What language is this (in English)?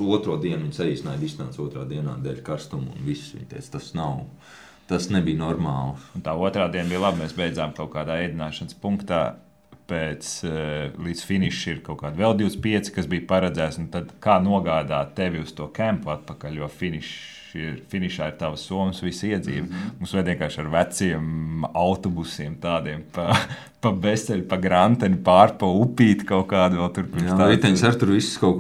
Latvian